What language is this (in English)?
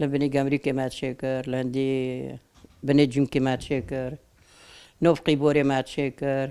Kurdish